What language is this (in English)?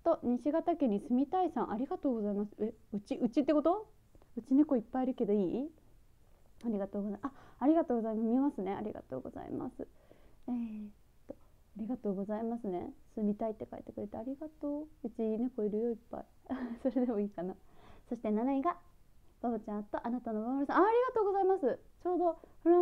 Japanese